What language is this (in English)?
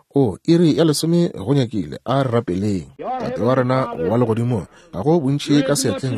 Northern Sotho